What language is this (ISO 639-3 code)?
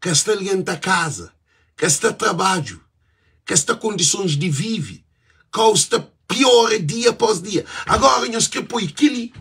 kea